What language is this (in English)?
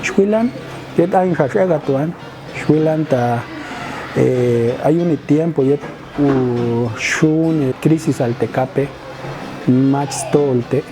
Popti'